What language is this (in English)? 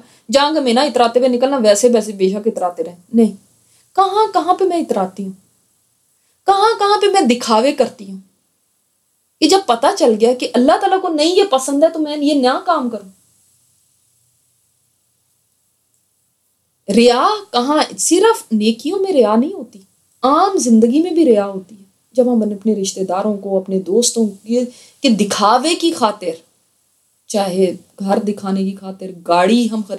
Urdu